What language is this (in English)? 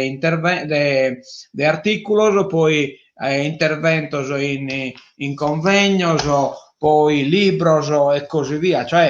Sardinian